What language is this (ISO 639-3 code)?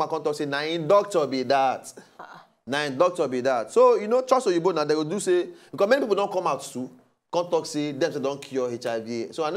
pcm